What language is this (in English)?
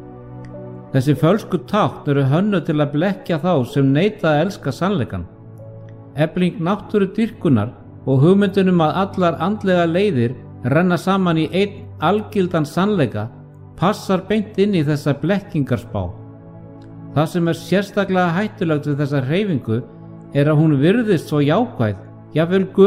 Icelandic